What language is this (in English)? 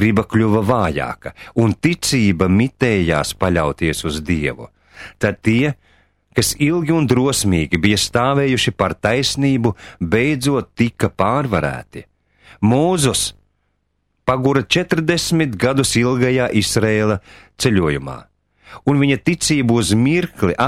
Latvian